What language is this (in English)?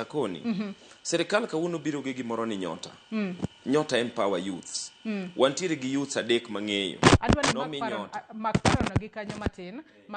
Luo (Kenya and Tanzania)